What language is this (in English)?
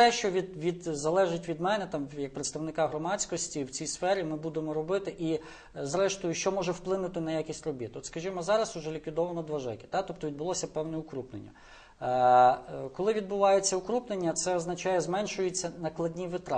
Ukrainian